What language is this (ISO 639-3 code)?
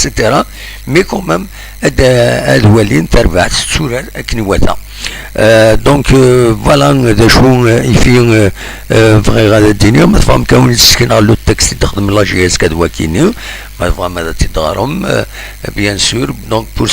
kab